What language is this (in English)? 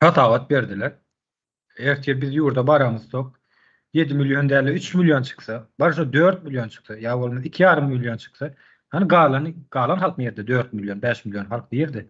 Turkmen